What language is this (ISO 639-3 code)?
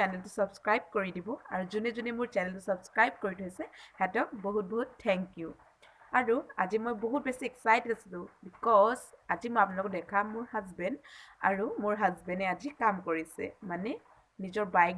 asm